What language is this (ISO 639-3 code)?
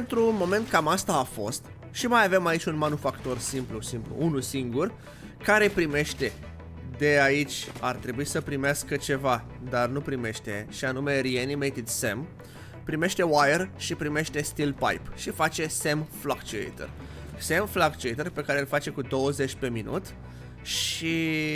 ron